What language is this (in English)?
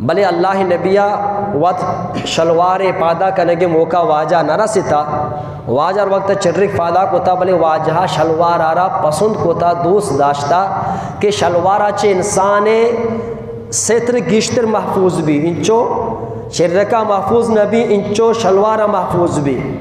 Eastern Balochi